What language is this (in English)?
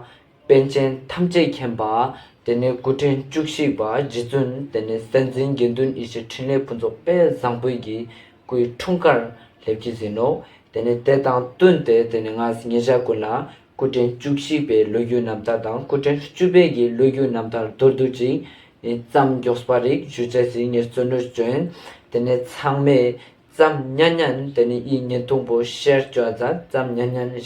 Ladakhi